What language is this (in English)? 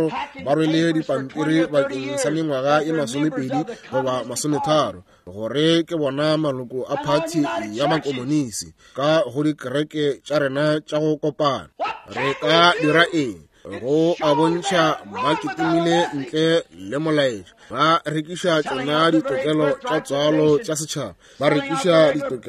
Northern Sotho